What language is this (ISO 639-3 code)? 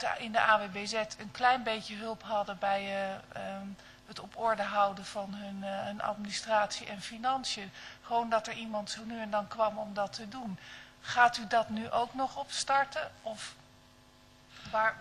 nld